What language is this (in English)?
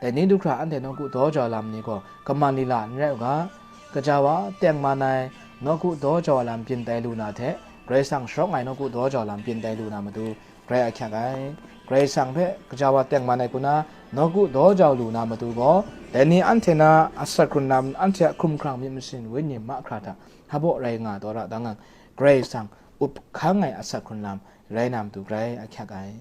Kachin